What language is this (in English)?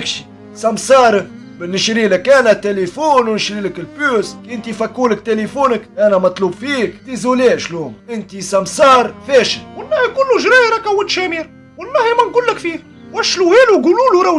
Tunisian Arabic